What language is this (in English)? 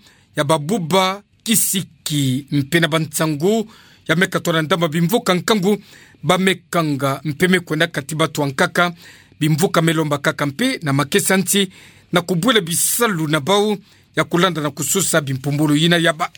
Kituba (Democratic Republic of Congo)